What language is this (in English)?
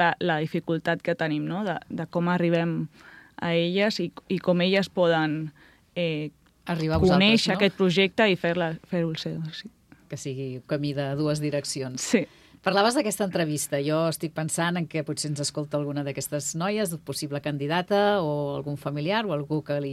Catalan